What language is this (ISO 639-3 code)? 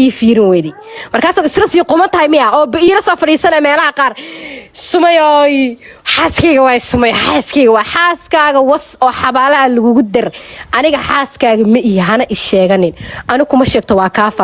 som